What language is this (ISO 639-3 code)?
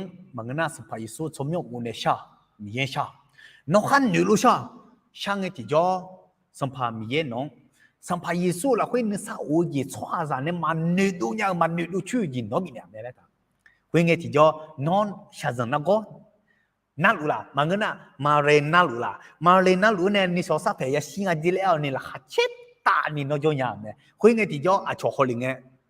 ahk